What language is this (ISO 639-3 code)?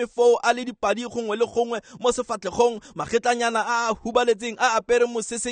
tsn